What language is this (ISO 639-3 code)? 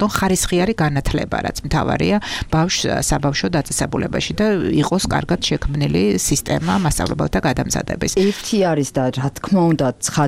kat